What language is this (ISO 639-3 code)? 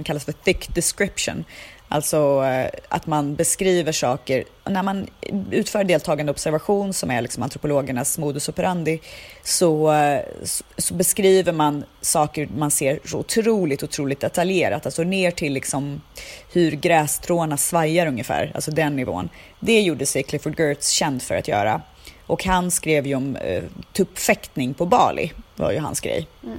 swe